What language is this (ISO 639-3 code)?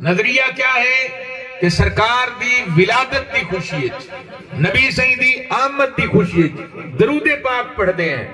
skr